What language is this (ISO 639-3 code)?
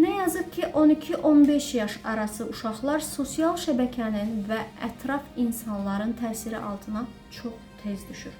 aze